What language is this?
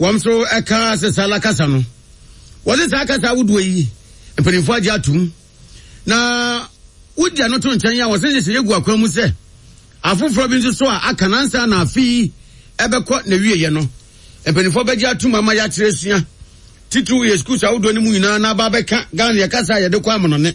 Akan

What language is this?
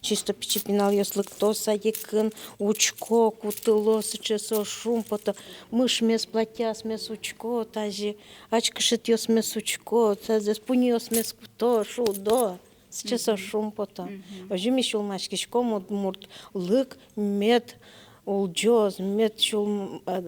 Udmurt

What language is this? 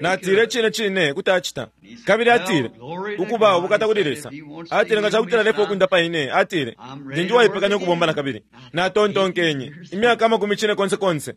Bemba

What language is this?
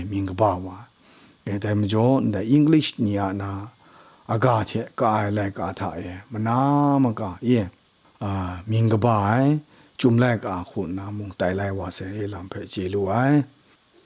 Kachin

